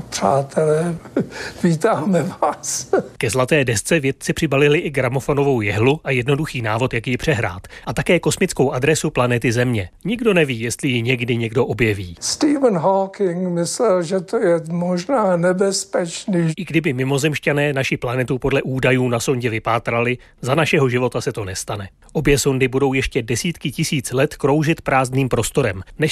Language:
Czech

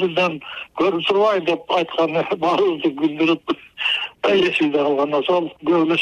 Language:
Kyrgyz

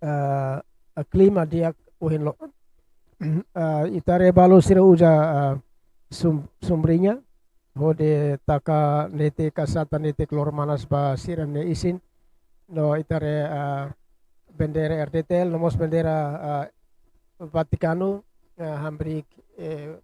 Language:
Tetum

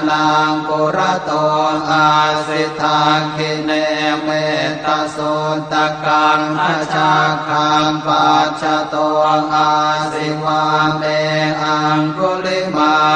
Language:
Pali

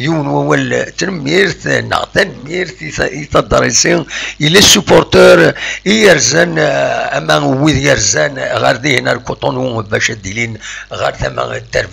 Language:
Kabyle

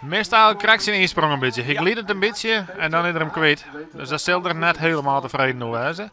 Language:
Western Frisian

